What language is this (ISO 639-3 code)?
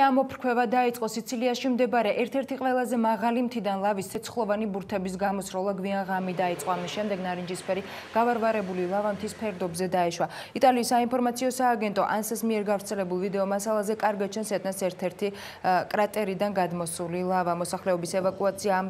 kat